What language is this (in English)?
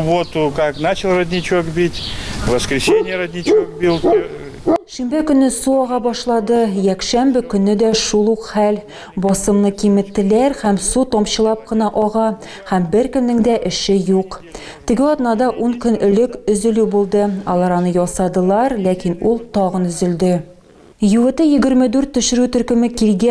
Tatar